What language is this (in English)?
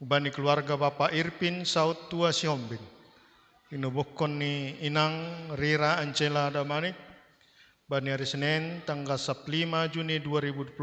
Batak Simalungun